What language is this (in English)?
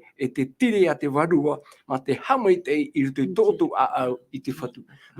Tahitian